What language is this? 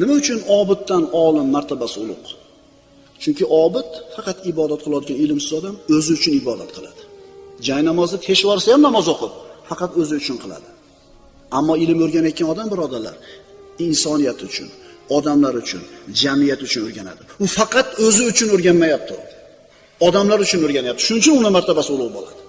Uzbek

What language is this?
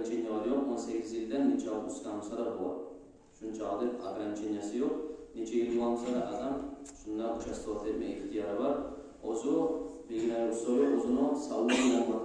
Kumyk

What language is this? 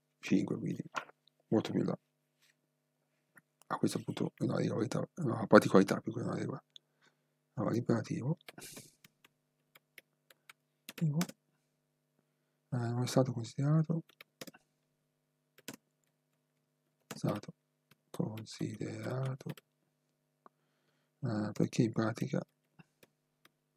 Italian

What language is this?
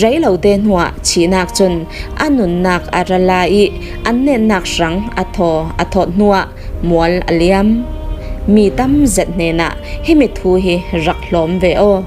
Falam Chin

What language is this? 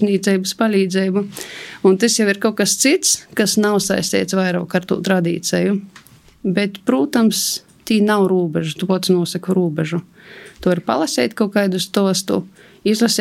Latvian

